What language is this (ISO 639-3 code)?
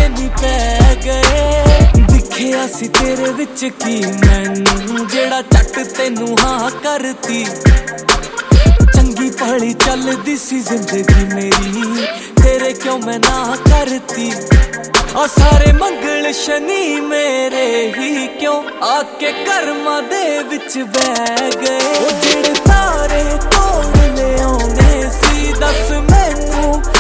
pan